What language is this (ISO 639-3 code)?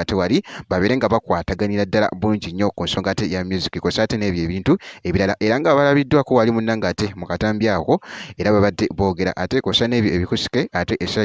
lug